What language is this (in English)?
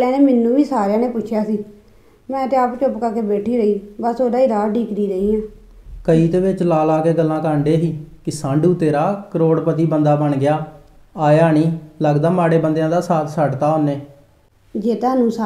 Punjabi